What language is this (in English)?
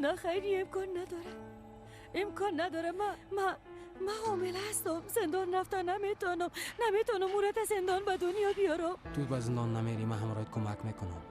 Persian